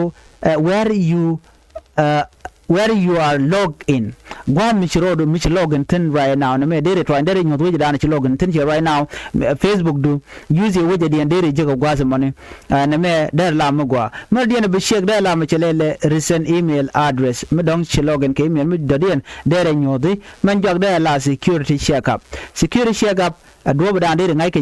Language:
Nuer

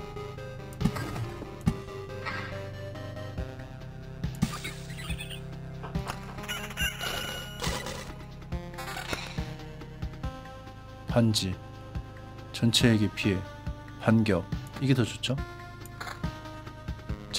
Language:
Korean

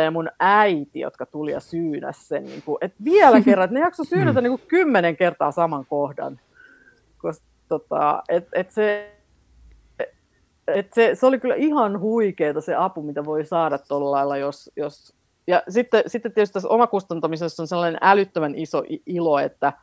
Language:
Finnish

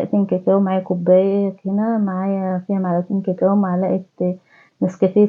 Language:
Egyptian Arabic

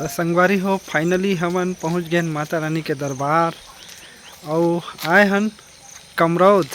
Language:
Chhattisgarhi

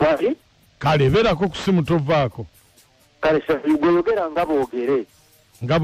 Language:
Ganda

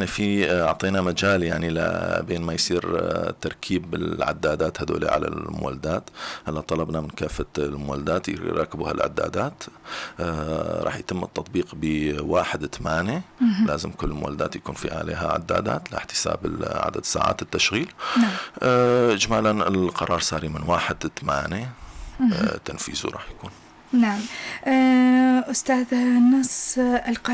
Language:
North Levantine Arabic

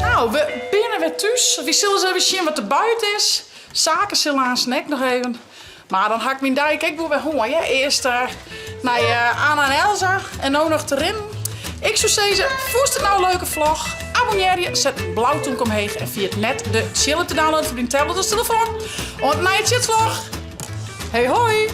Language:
Western Frisian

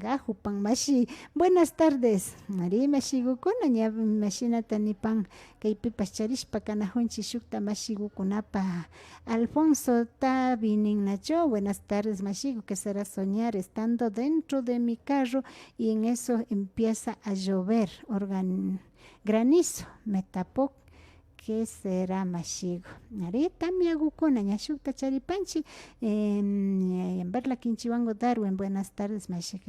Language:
Imbabura Highland Quichua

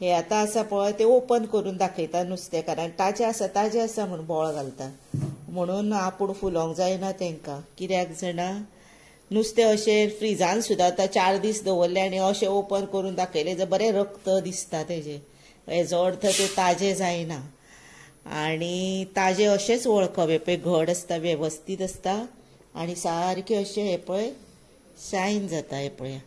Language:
Konkani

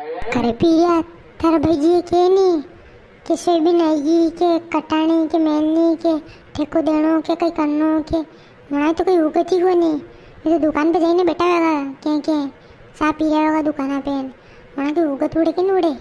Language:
Rajasthani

